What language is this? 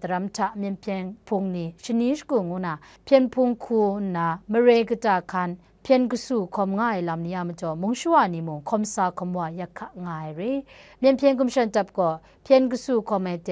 Kachin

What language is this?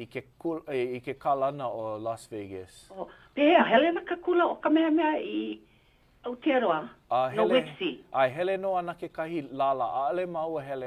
Hawaiian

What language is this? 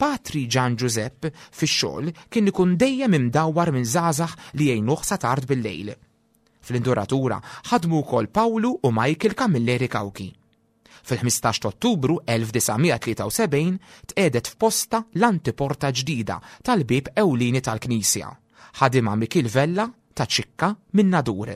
Maltese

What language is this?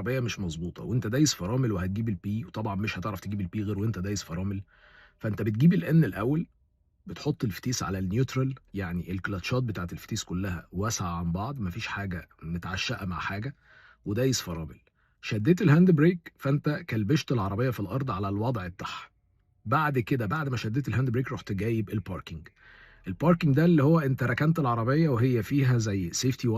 Egyptian Arabic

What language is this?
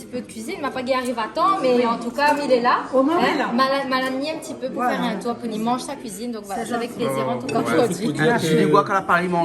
Réunion Creole French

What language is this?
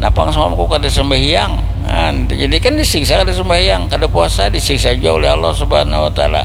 Banjar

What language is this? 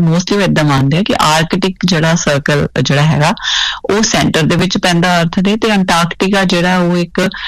Punjabi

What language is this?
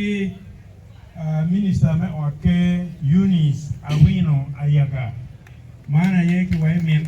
Acoli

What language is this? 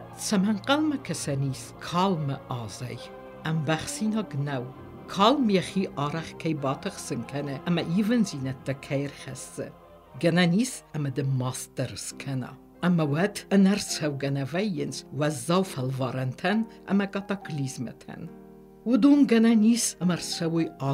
Ossetic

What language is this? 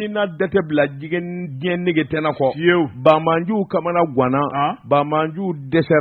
Bambara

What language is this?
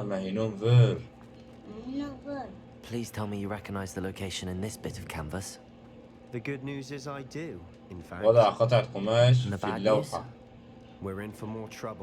Kurdish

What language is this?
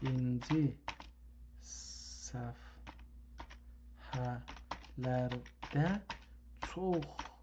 South Azerbaijani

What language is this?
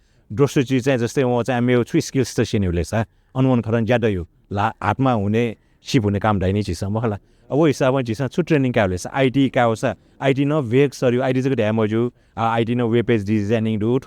Newari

